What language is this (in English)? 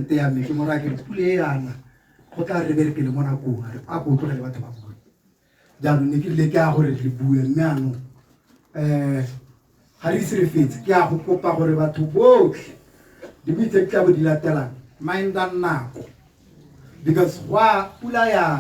Tswana